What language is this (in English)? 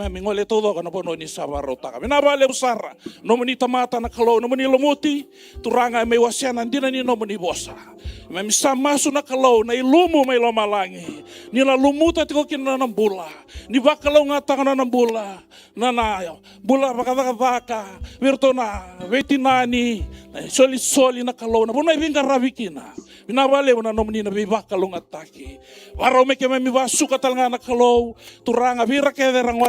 Fijian